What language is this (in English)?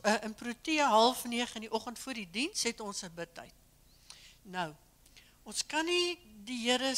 Afrikaans